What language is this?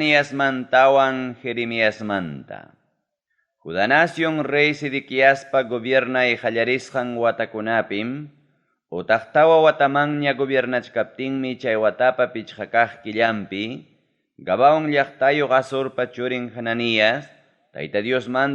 Ayacucho Quechua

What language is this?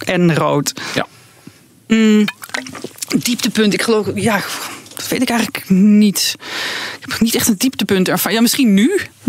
Dutch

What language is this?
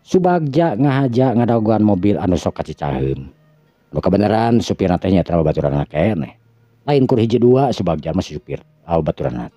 Sundanese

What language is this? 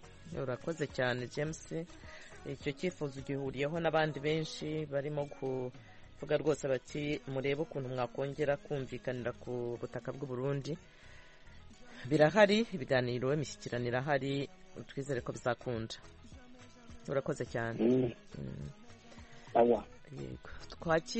Kinyarwanda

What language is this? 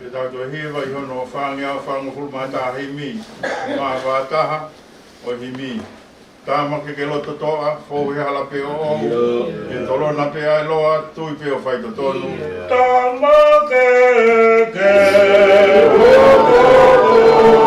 Tongan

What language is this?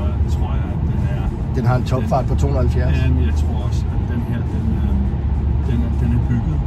Danish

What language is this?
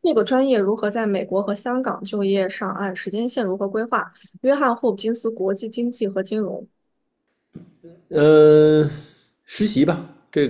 Chinese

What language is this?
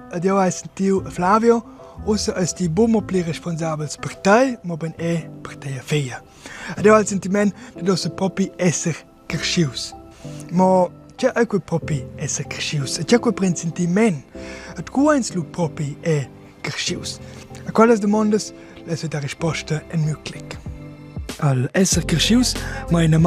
Romansh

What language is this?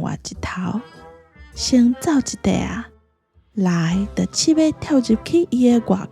Min Nan Chinese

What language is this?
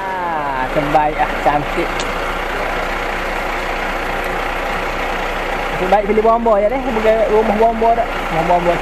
Malay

